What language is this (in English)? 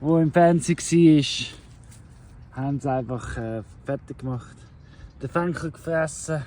Swiss German